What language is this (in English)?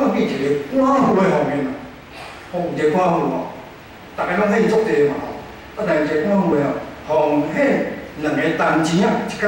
Min Nan Chinese